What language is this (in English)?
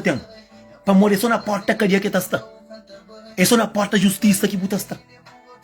Kabuverdianu